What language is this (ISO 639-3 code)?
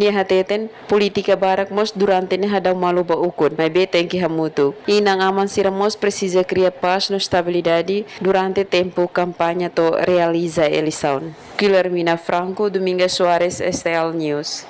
tet